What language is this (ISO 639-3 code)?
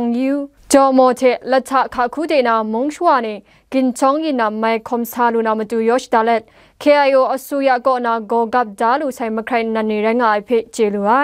kac